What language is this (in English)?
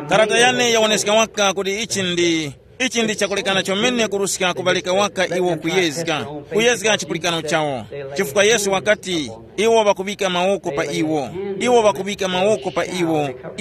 Tumbuka